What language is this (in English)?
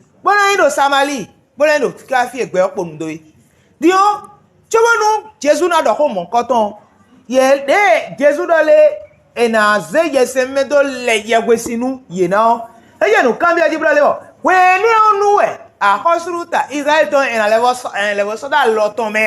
Fon